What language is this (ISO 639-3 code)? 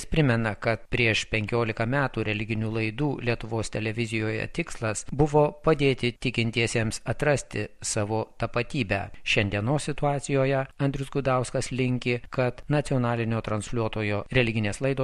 lit